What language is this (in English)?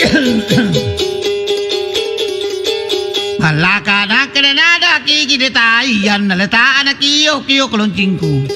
Makasar